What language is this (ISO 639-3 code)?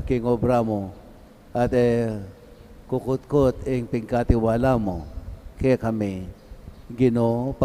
pam